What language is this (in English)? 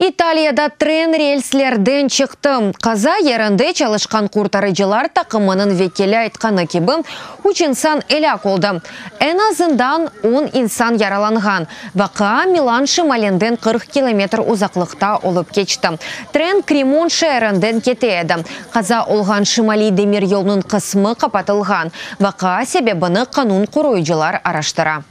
Crimean Tatar